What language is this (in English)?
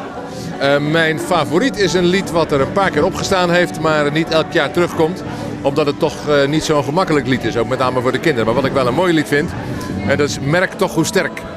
Dutch